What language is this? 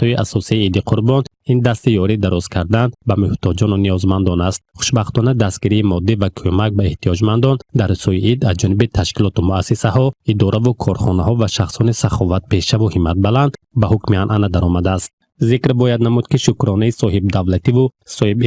Tajik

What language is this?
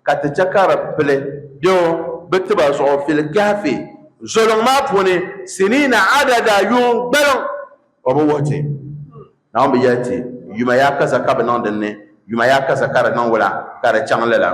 Dagbani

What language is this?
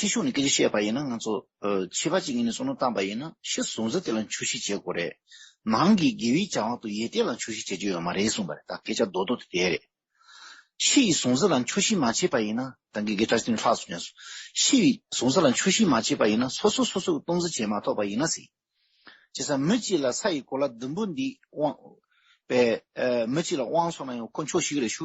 Tibetan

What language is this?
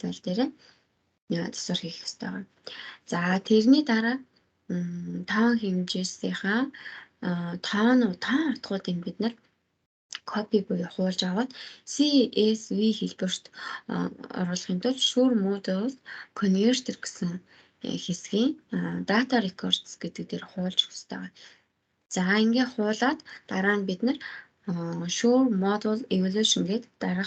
Mongolian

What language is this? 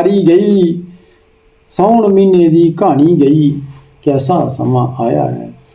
Dogri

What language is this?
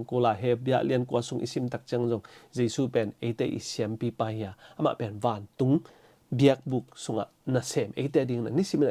Tedim Chin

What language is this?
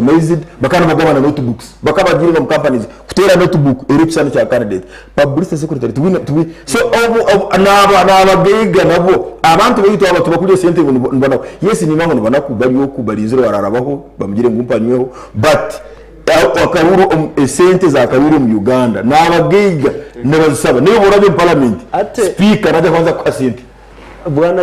Nyankole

